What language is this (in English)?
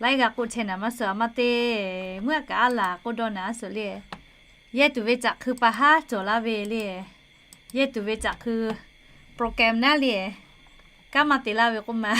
Lahu